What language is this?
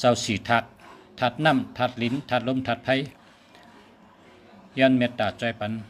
Shan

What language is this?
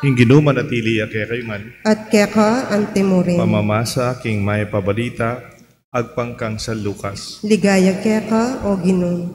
Pampanga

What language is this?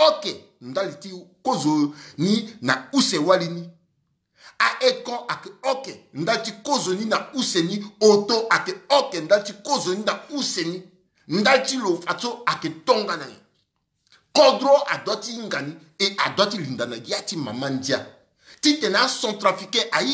Sango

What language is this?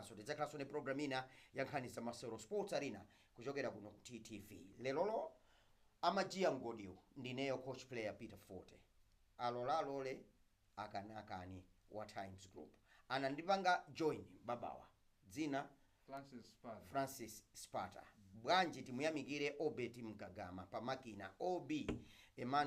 Nyanja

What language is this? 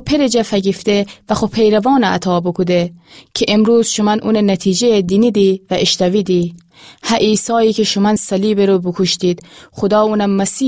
Gilaki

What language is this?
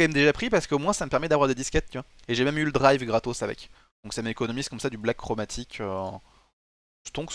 French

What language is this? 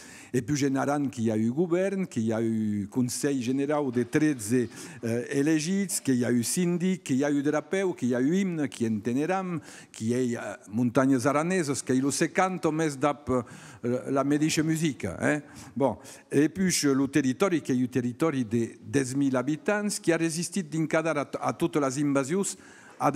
Occitan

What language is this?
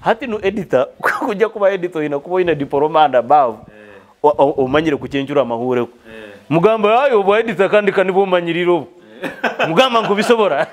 Nyoro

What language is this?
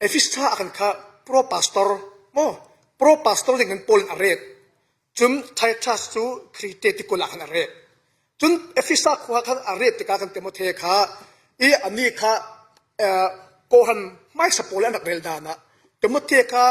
Falam Chin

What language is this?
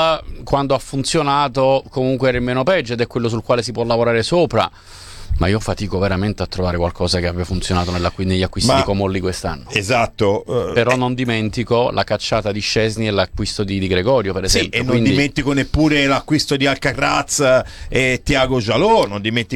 Italian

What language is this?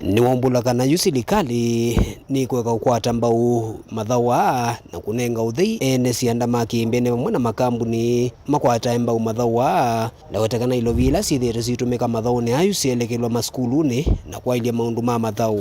Kamba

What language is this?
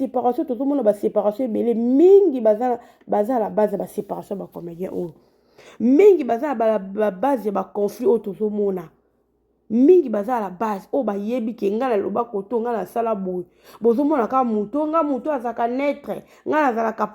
Lingala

